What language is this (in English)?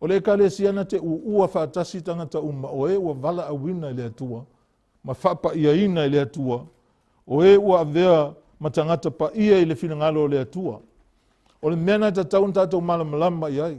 Samoan